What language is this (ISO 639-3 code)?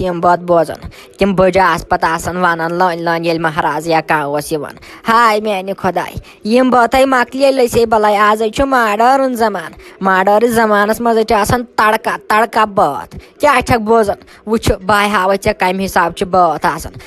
kas